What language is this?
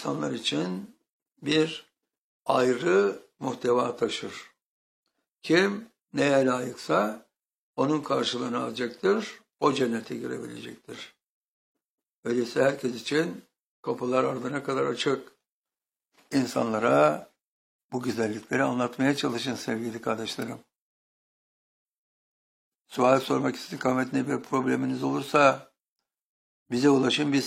Turkish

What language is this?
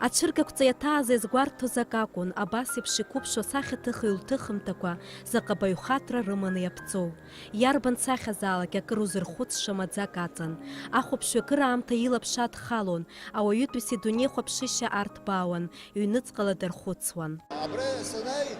Abkhazian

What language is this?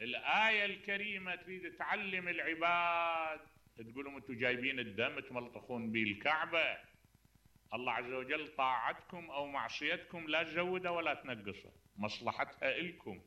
Mesopotamian Arabic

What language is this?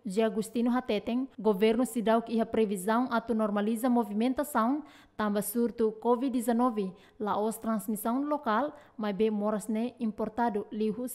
Tetum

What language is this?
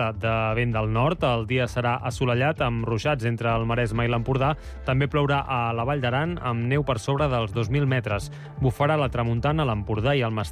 Catalan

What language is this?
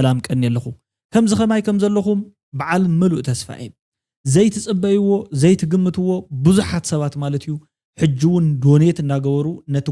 Tigrinya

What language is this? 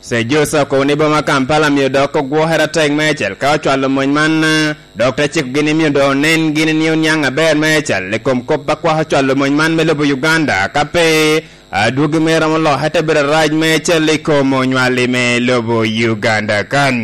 Lango (Uganda)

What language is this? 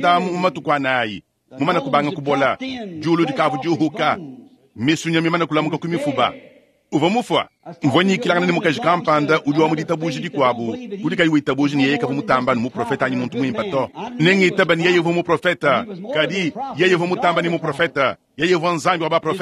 Luba-Lulua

